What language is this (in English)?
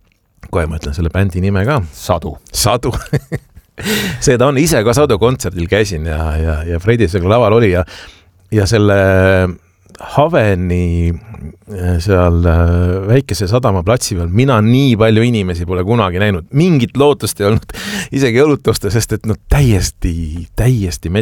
Estonian